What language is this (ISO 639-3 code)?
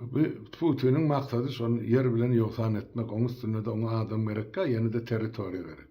tuk